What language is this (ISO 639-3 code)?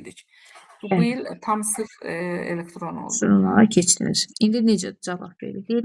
aze